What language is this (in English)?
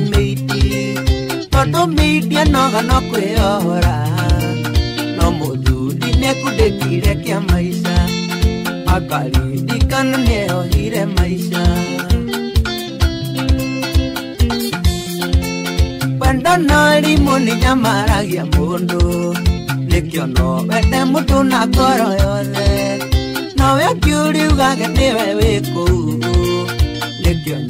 Kikuyu